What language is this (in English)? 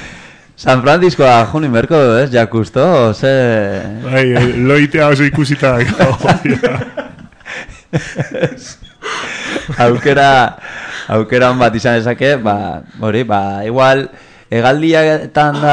Basque